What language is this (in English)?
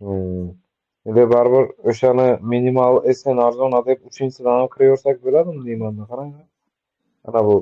Uzbek